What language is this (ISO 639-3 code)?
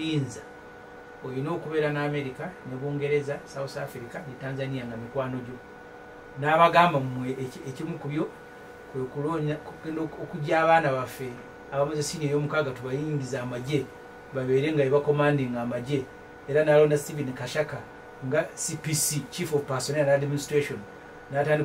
lug